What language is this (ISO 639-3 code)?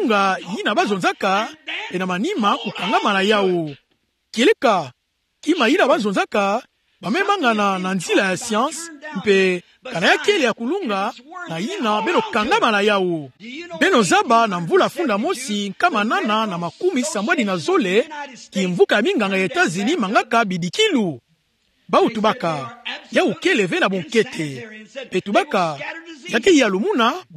ktu